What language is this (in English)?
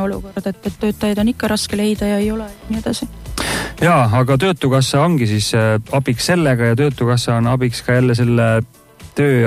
Estonian